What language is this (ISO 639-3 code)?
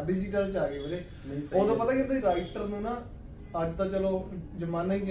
pan